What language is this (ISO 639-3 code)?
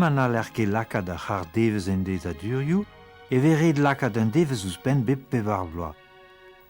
bre